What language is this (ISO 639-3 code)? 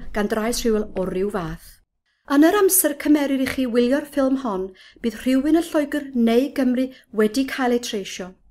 cym